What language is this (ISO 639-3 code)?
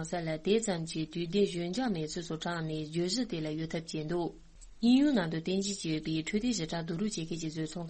bod